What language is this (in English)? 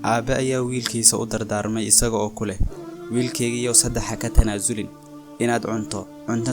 Somali